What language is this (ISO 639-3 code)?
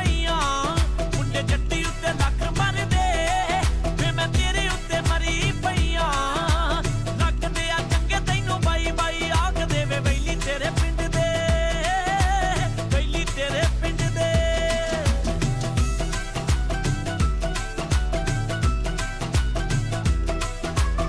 pan